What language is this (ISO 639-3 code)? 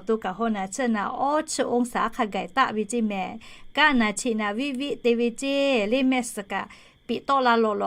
lhu